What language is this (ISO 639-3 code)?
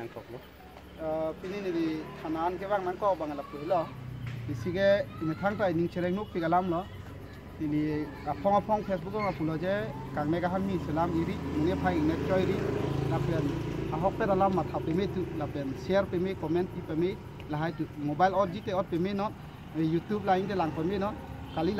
mjw